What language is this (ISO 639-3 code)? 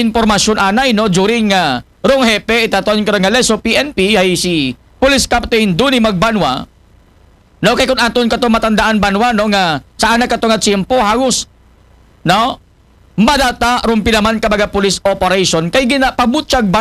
akl